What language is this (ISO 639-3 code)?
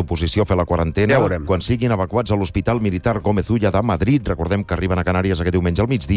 cat